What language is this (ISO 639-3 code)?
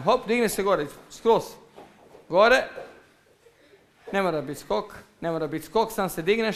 hrv